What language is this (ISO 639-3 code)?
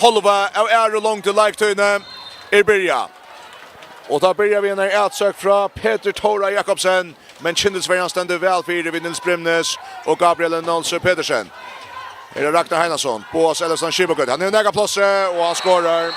fao